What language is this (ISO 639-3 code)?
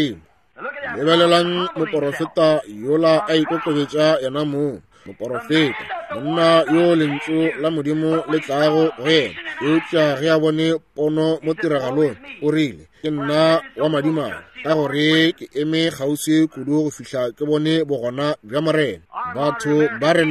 nso